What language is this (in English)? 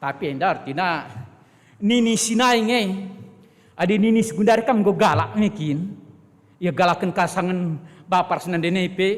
Batak Karo